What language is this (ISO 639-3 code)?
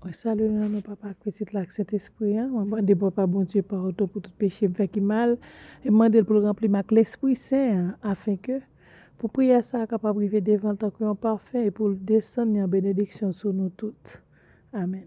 hat